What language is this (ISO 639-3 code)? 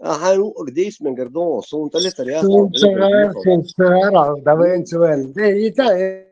che